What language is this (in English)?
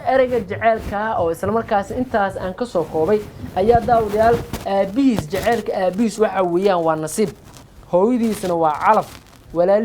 Somali